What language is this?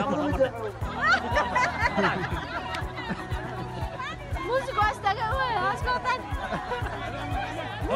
Swahili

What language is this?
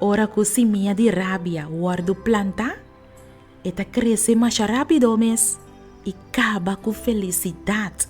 Papiamento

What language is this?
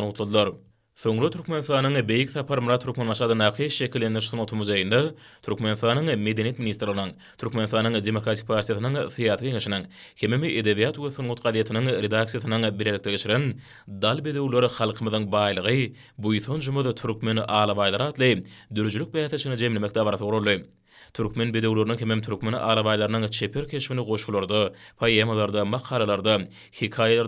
Turkmen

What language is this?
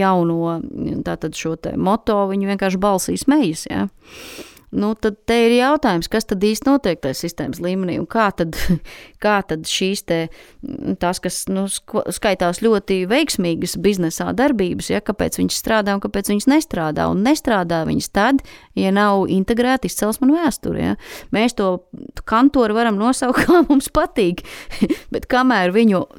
Latvian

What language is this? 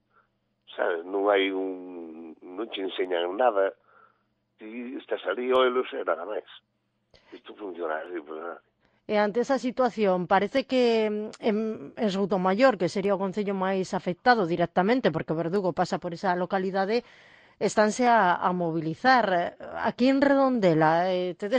Galician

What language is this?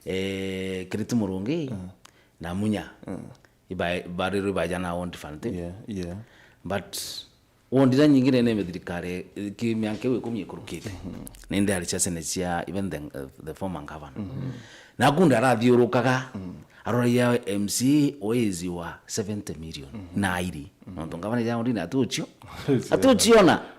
Meru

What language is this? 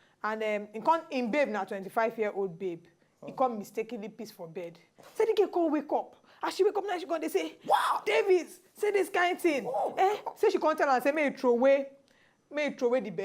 Nigerian Pidgin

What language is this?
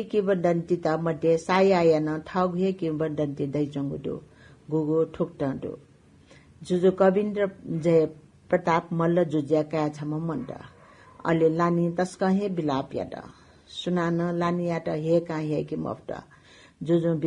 Newari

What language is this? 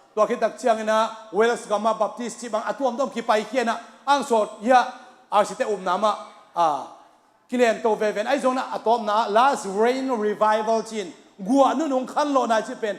Hakha Chin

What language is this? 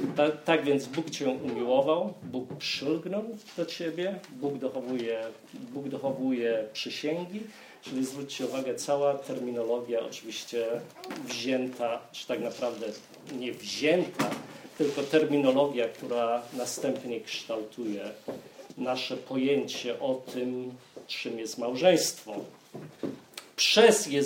Polish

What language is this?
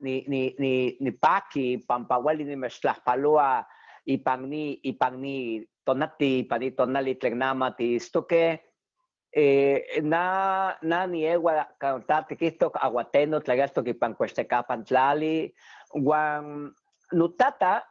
Eastern Huasteca Nahuatl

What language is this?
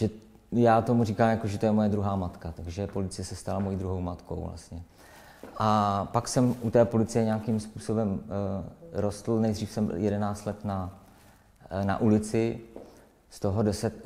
Czech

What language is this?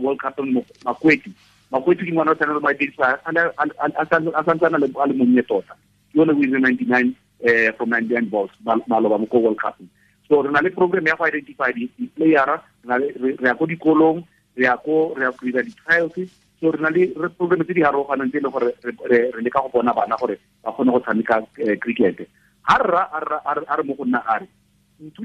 Tswana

